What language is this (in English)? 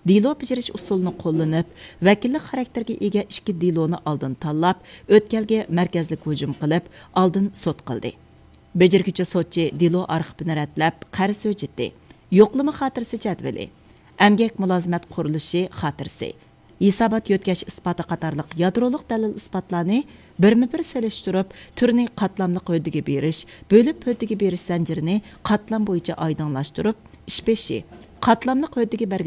Uyghur